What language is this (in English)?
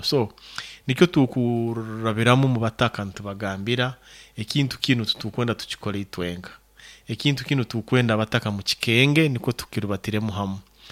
Nyoro